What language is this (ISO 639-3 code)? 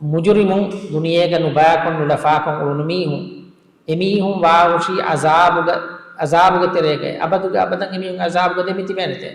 div